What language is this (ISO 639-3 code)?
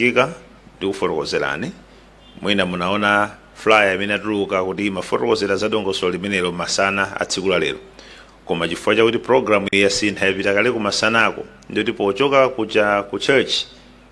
nya